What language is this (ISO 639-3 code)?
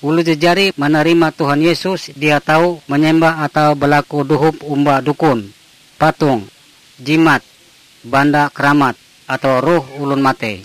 nij